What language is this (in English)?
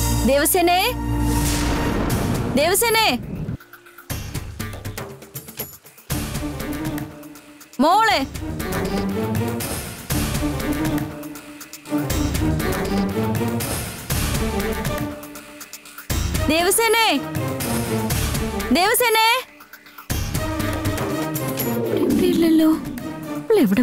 Malayalam